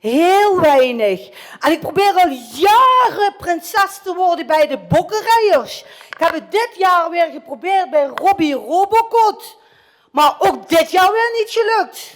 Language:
Limburgish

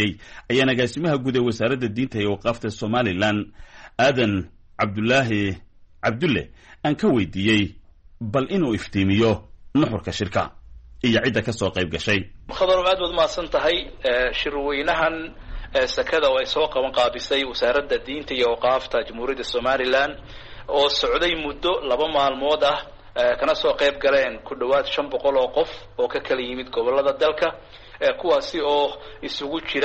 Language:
Somali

